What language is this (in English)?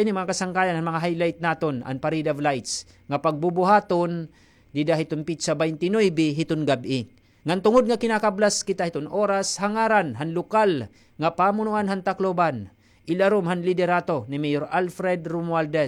Waray